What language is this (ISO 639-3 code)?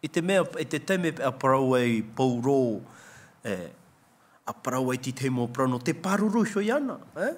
tah